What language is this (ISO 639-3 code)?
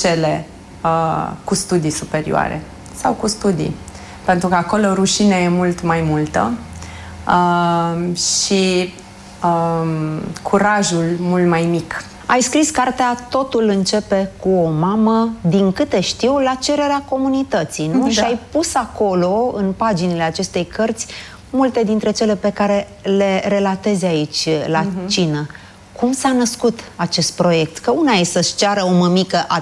ron